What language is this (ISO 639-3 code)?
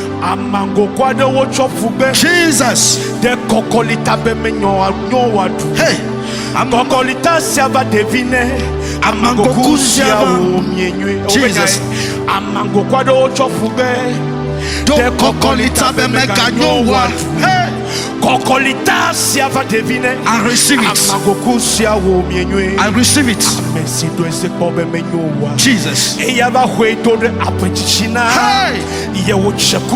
ewe